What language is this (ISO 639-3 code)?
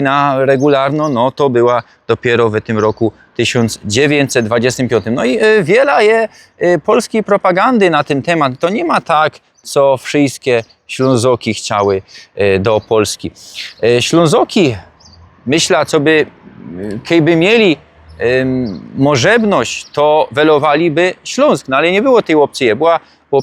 szl